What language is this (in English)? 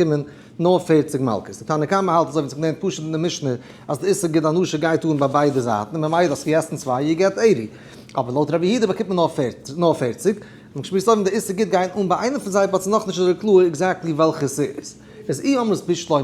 Yiddish